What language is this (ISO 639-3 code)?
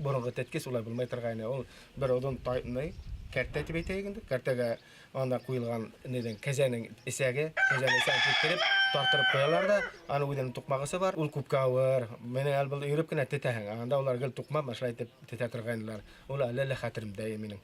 bak